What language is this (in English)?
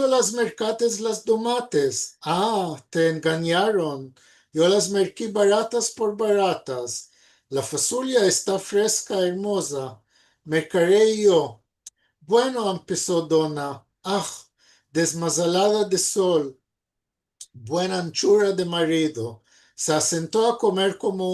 Ladino